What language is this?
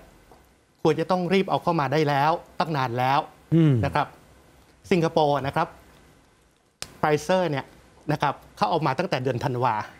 Thai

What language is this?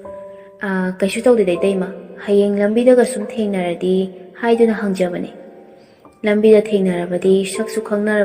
Manipuri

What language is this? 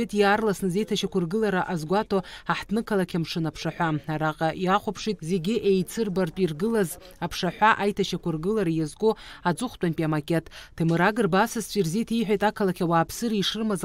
Abkhazian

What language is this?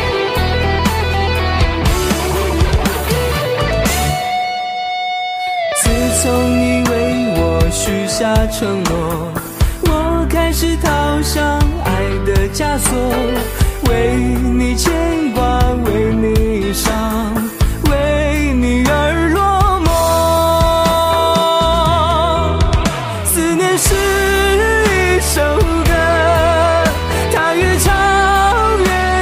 Chinese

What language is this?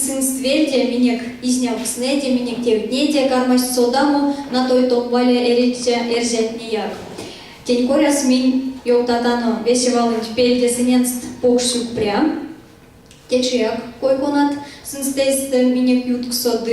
Erzya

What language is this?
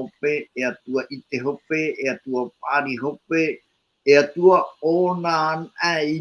Tahitian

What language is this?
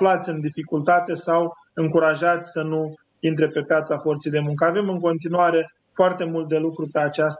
Romanian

